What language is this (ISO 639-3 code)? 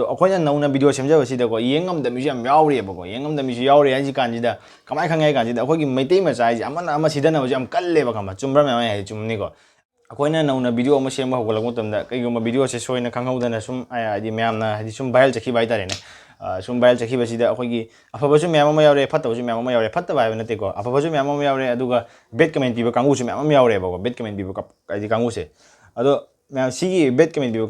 mni